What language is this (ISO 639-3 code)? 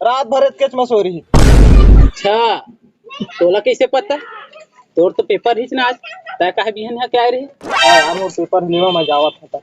hne